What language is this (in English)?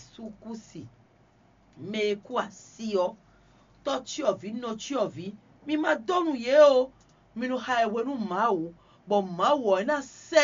Fon